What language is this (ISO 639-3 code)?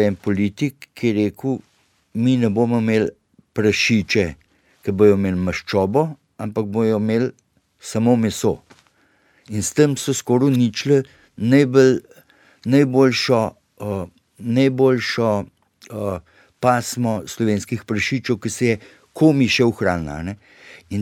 slv